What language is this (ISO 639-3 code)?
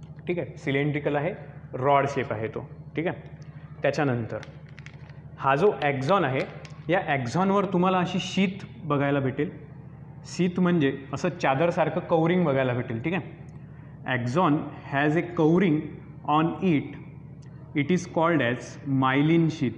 mar